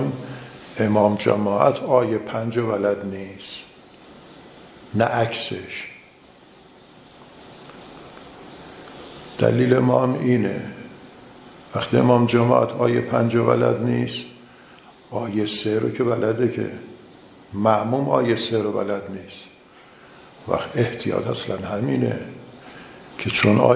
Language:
Persian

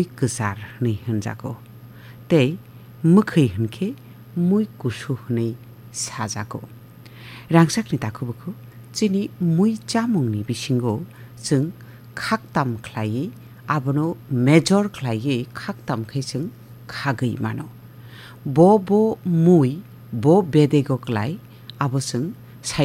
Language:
Kok Borok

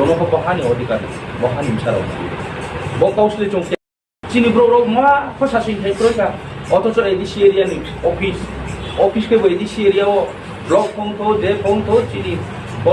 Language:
Kok Borok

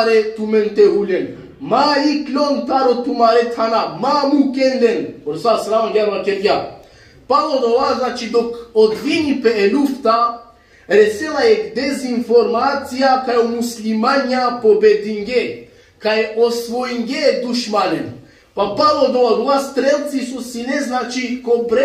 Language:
Balkan Romani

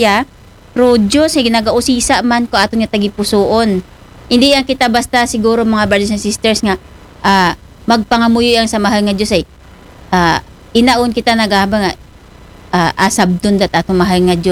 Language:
Aklanon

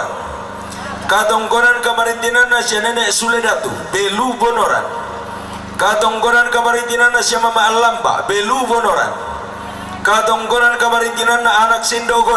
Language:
Toraja-Sa'dan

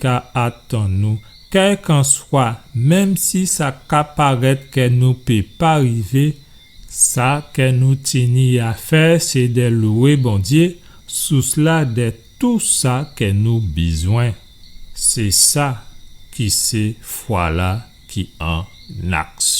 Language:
Guadeloupean Creole French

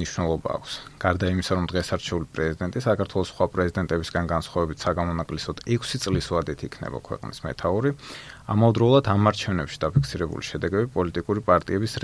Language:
Georgian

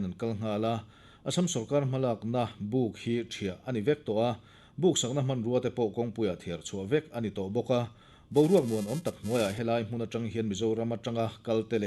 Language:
Mizo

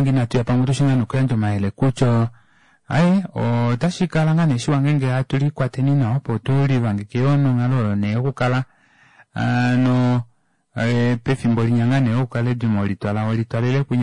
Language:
Kuanyama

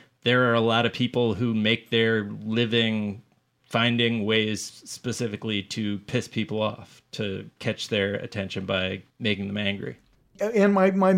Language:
English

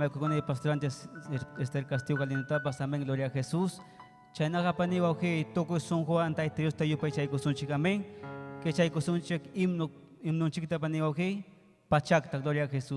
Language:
Ayacucho Quechua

